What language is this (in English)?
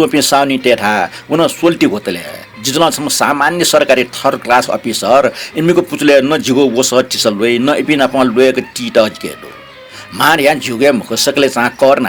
Newari